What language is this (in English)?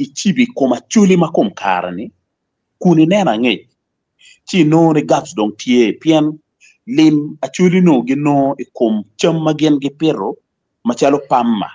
Acoli